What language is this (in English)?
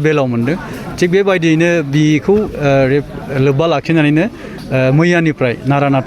Bodo